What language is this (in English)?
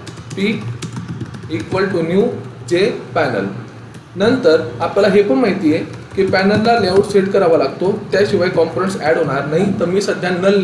Marathi